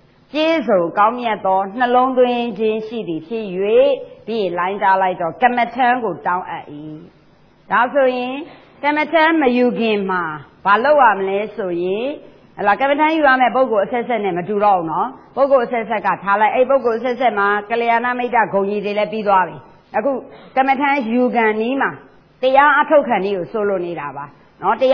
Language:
Burmese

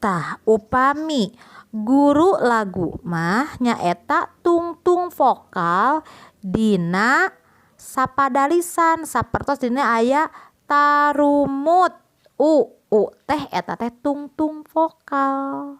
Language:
Sundanese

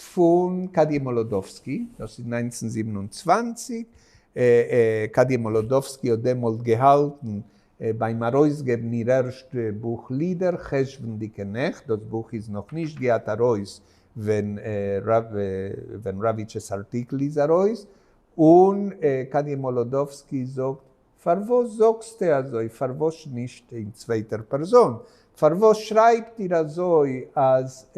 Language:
Yiddish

